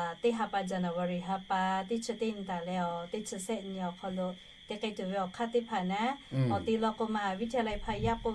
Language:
Lahu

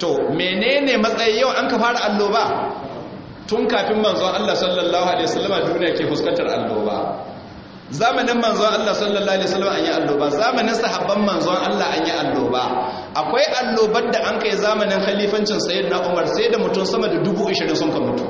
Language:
Hausa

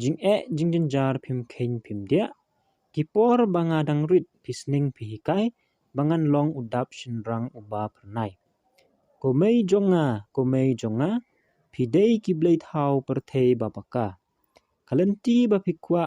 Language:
Khasi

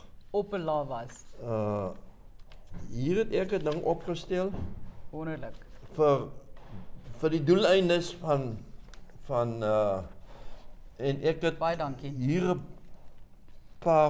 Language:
Afrikaans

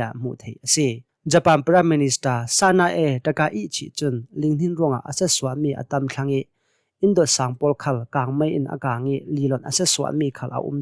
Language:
Hakha Chin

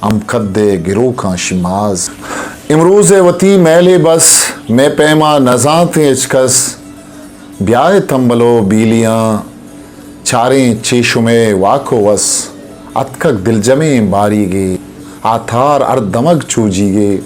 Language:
Eastern Balochi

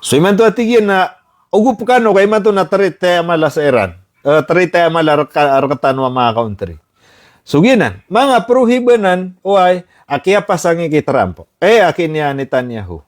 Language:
Maranao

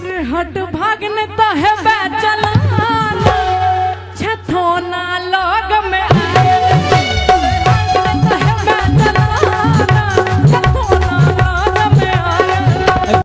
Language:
Maithili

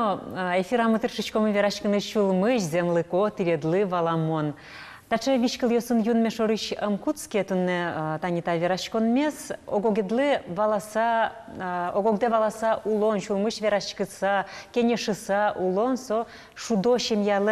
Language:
Udmurt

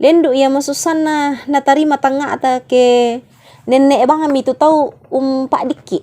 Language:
Toraja-Sa'dan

